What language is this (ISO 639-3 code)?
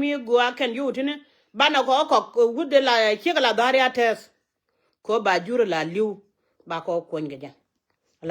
nus